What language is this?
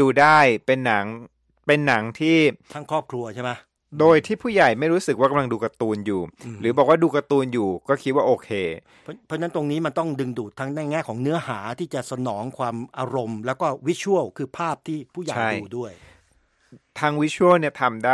Thai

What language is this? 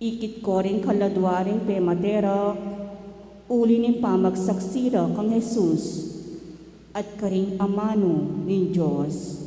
Pampanga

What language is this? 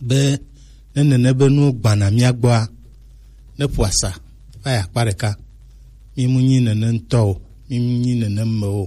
Gen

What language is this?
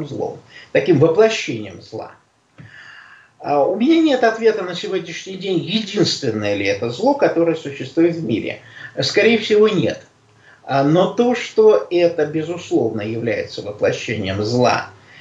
Russian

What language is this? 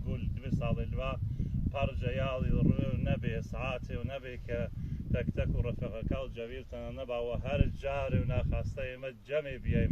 Gurani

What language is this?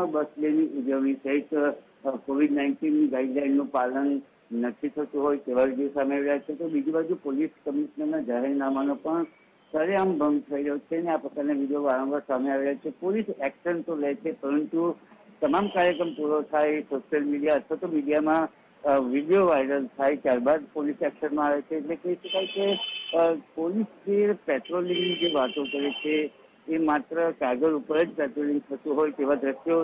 Gujarati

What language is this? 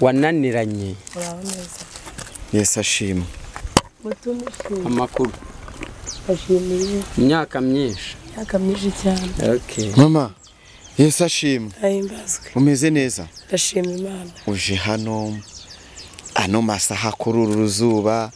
Kinyarwanda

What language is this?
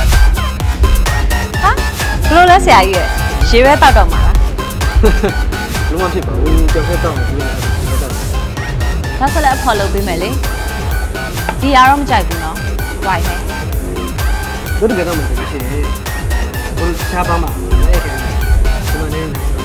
Burmese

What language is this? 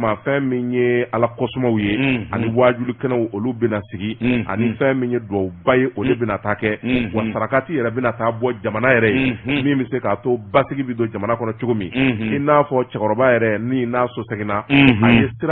Bambara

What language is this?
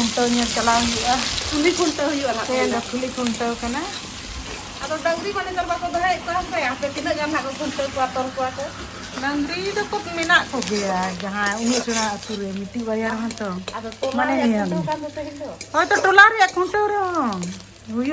Santali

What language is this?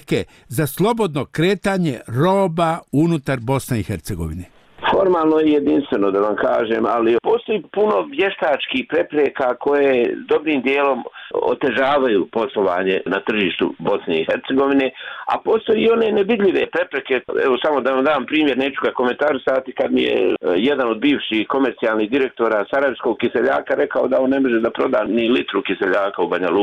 Bosnian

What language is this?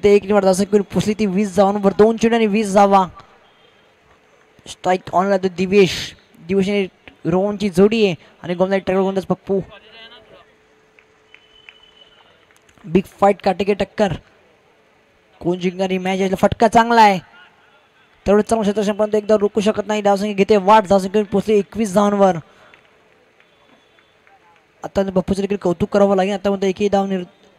Marathi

